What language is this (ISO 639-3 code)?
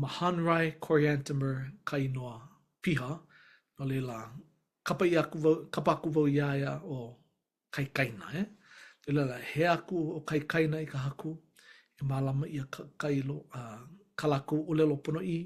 haw